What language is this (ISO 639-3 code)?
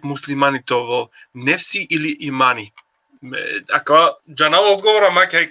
rmn